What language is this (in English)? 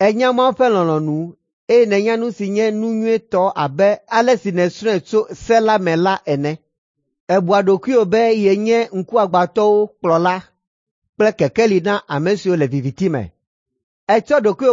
Ewe